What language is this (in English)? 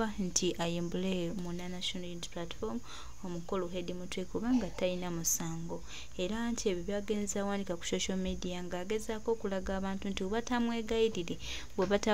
Ganda